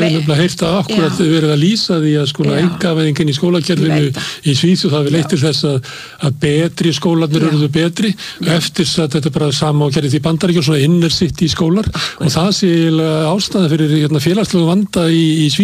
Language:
Icelandic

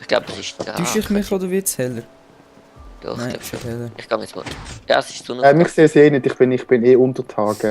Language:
Swiss German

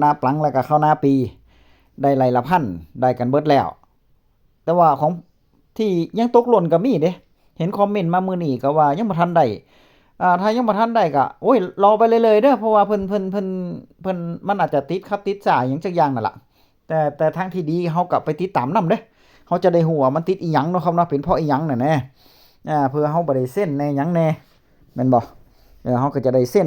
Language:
Northeastern Thai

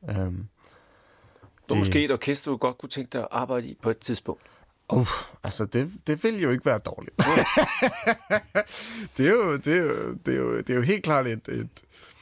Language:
Danish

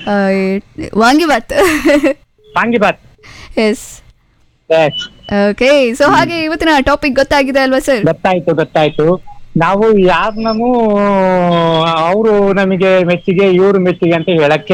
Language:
Kannada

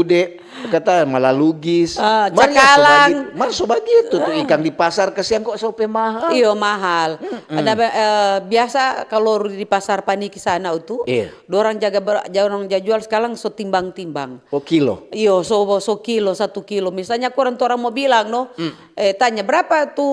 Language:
Manado Malay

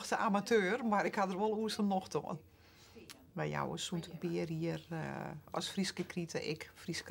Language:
Western Frisian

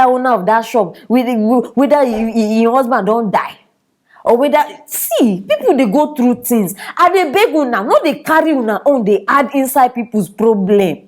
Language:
Nigerian Pidgin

